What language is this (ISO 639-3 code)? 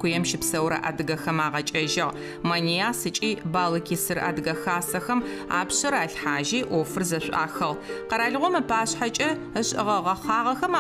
ady